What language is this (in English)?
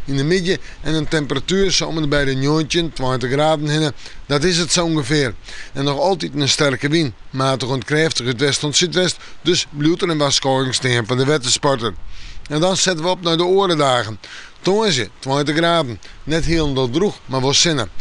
Western Frisian